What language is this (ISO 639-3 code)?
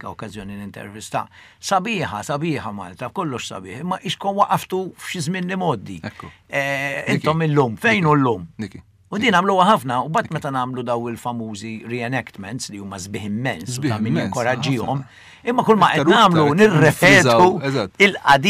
mlt